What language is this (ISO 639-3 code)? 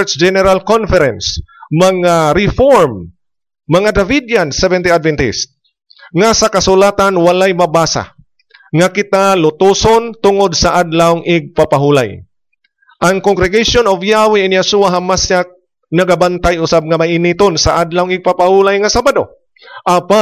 ceb